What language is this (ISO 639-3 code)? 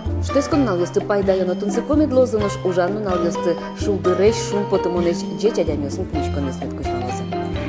udm